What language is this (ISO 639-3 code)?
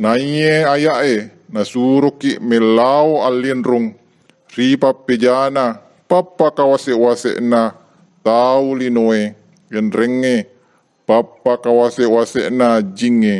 bug